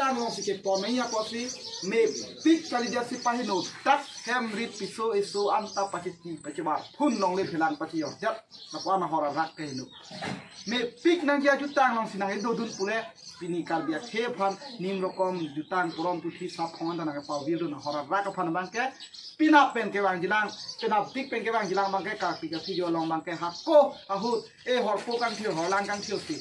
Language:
Karbi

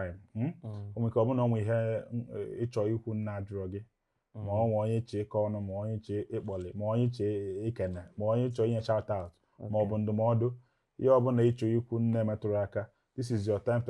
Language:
Igbo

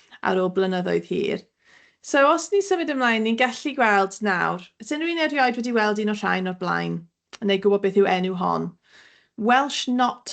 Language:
Welsh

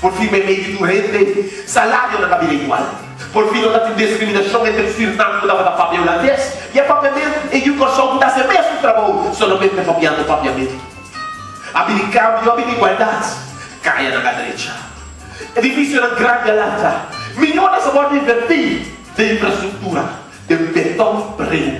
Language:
Papiamento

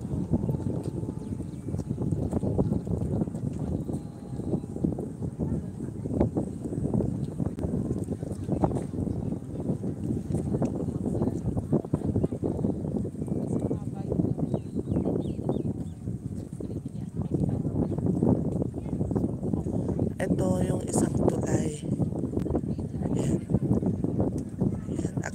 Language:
Filipino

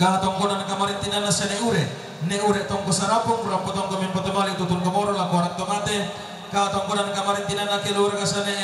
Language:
Toraja-Sa'dan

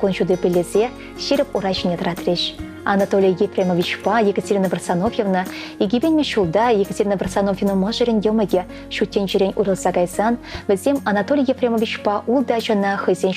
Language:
Chuvash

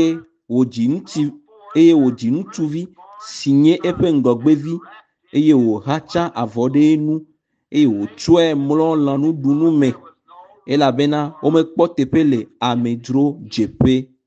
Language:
Ewe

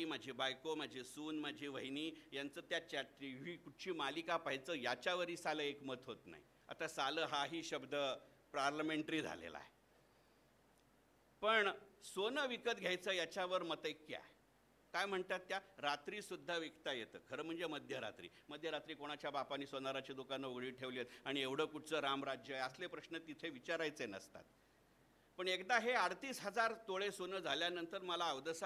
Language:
Marathi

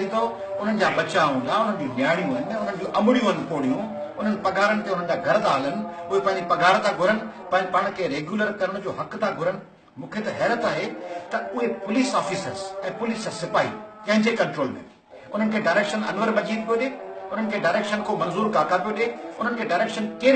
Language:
Sindhi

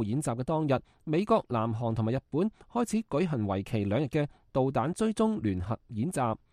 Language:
Cantonese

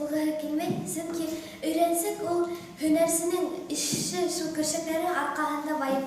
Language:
Bashkir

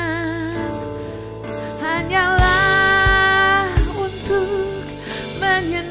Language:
Indonesian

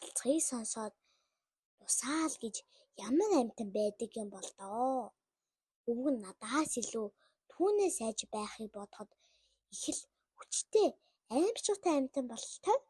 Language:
Mongolian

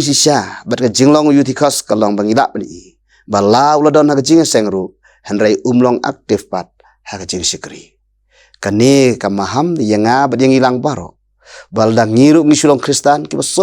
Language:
Khasi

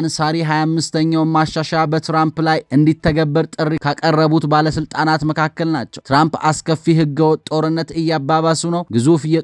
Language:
Amharic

